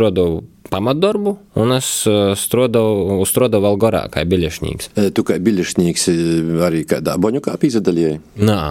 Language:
Latvian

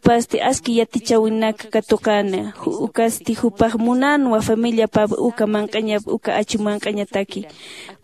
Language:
Aymara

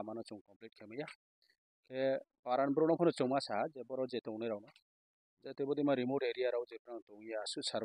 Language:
Kok Borok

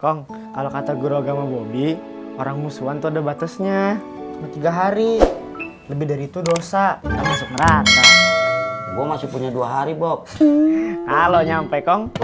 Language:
Betawi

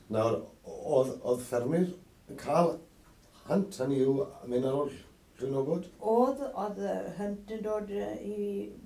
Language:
Welsh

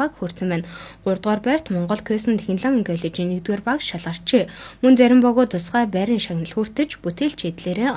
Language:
Mongolian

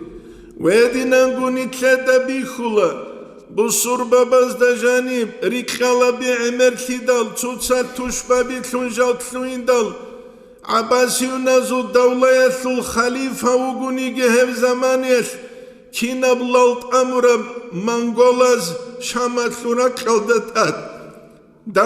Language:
Avaric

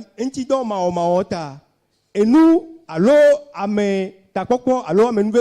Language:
Ewe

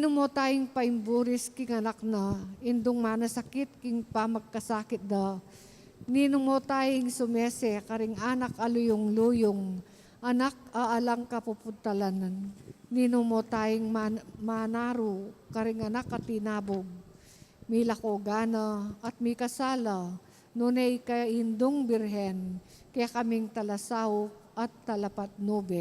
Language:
Pampanga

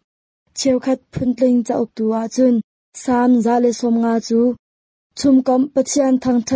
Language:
Hakha Chin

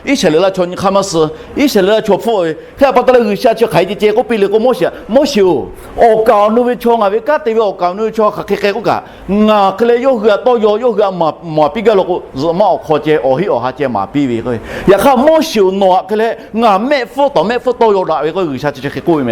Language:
Lahu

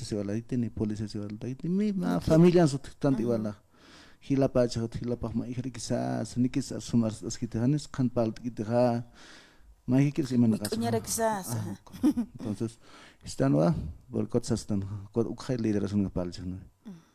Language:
Aymara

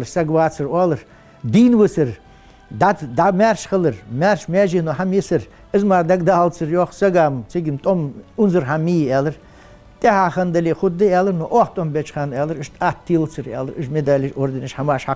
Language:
Ingush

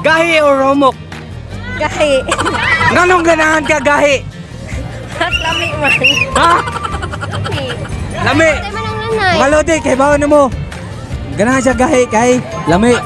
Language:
Cebuano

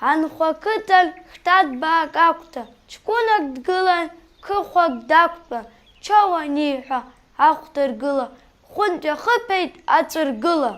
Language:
Abkhazian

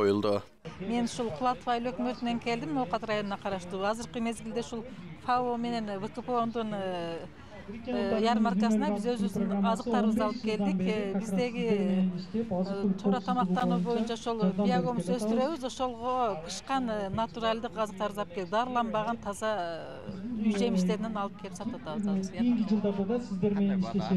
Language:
Kyrgyz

